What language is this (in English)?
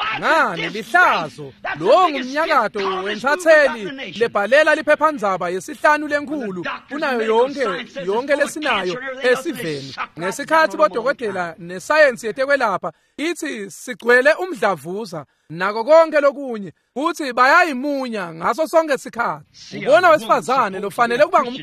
Swati